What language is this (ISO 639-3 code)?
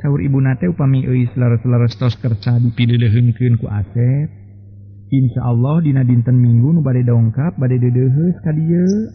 sun